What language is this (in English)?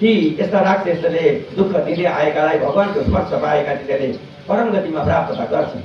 Nepali